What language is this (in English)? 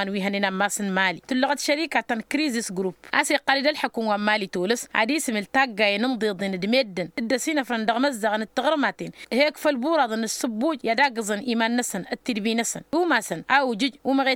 Tamasheq